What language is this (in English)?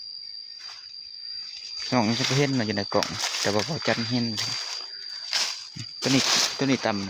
Lao